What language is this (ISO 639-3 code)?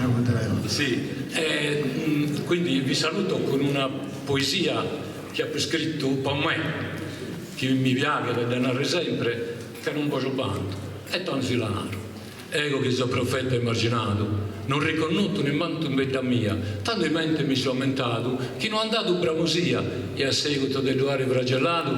srd